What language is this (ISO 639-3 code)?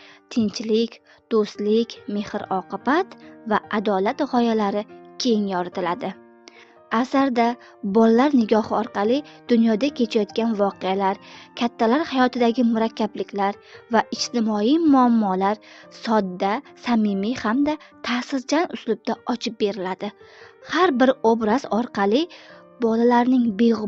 uzb